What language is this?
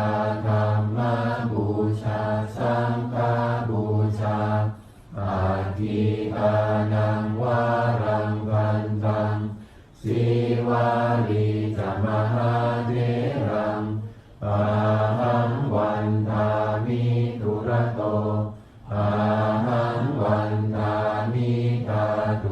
Pali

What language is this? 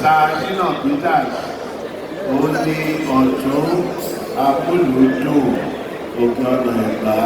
Yoruba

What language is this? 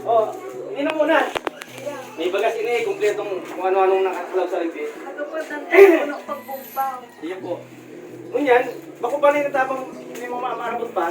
Bikol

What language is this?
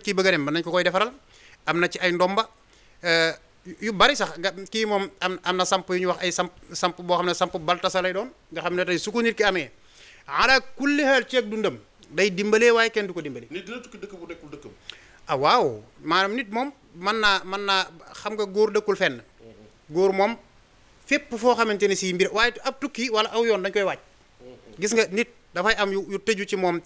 Wolof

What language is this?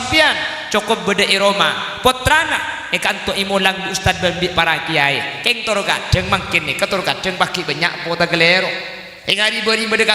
Madurese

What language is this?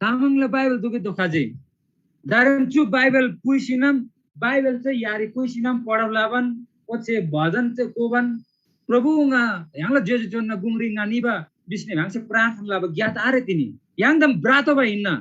Eastern Tamang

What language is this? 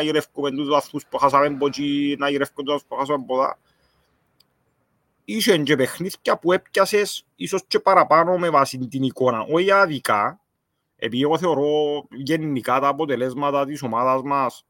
Greek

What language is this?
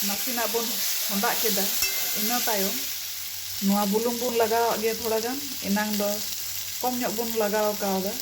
Santali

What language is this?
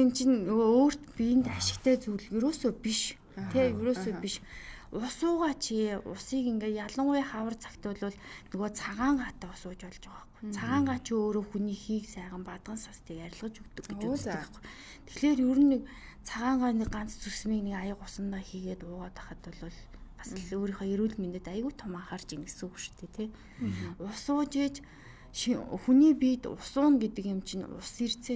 Mongolian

